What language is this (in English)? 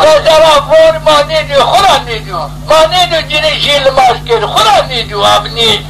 Zaza